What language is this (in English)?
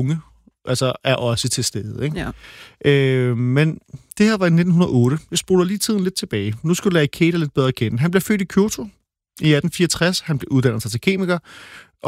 Danish